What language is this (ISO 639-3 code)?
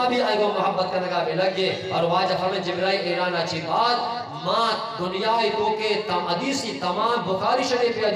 bgp